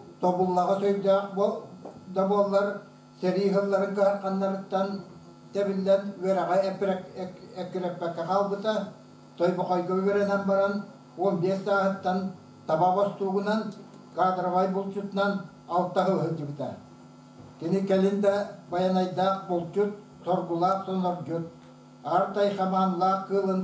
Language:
Yakut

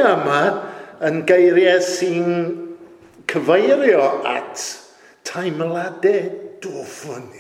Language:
Welsh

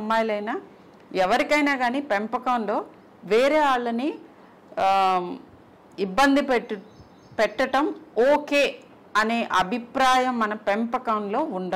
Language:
Telugu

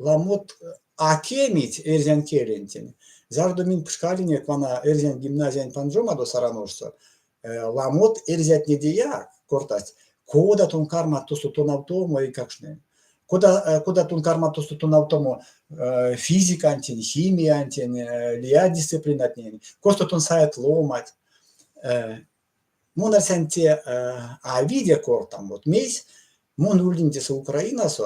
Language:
Erzya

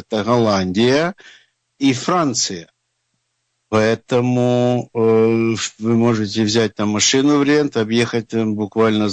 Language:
Russian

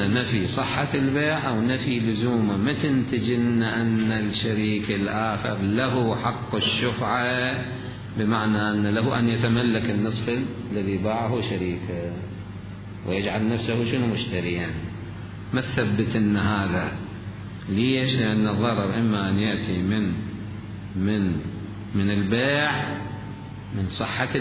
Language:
Mesopotamian Arabic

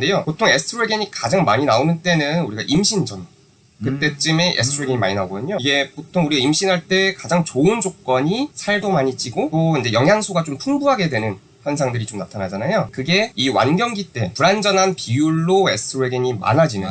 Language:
Korean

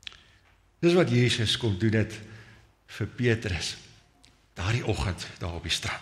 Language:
Afrikaans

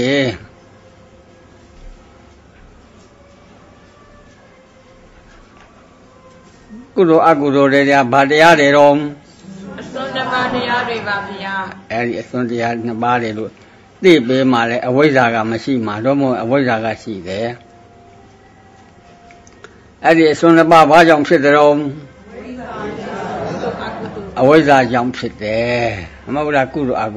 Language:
Burmese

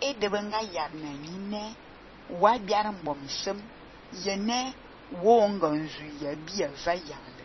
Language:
Fang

